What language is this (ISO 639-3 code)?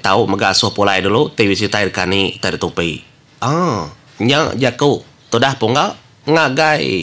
iba